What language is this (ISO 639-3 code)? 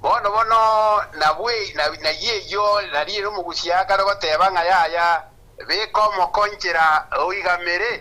guz